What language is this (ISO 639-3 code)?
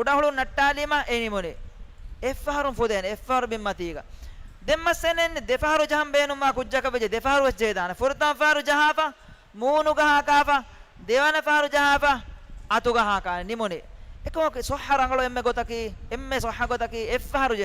div